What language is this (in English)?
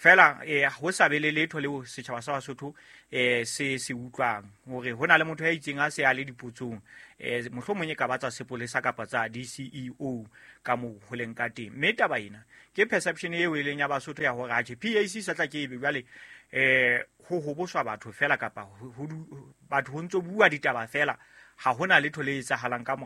Southern Sotho